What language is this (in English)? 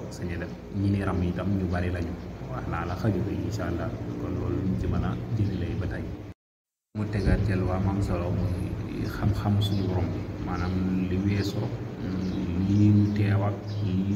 Wolof